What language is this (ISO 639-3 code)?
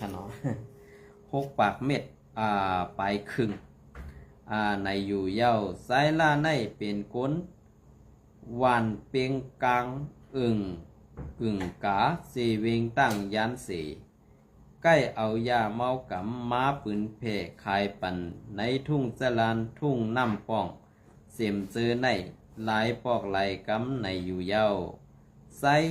shn